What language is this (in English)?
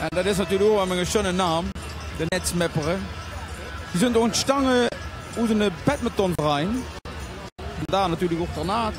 Limburgish